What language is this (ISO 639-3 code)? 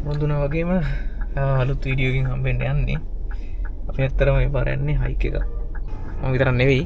sin